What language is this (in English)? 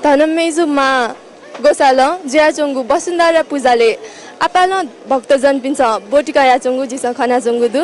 Newari